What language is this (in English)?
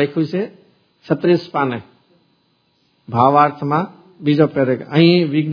Gujarati